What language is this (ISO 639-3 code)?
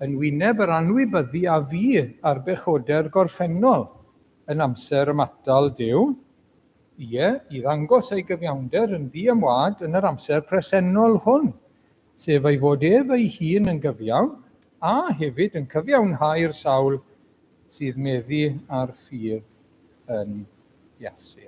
cym